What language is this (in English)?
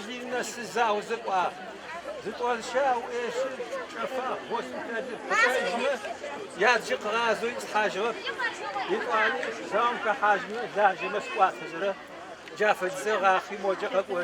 Adyghe